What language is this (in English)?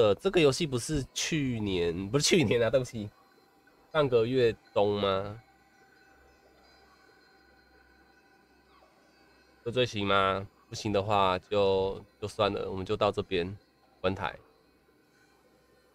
Chinese